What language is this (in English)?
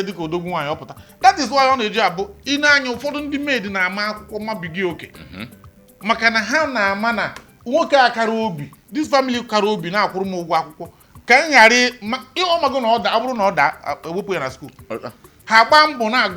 Igbo